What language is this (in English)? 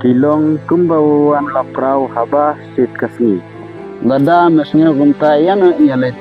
Khasi